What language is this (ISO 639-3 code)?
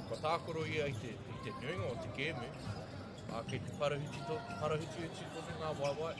mri